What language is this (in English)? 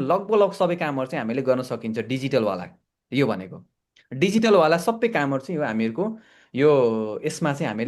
Nepali